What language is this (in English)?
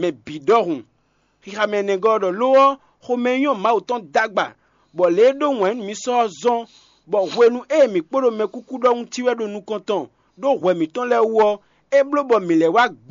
Fon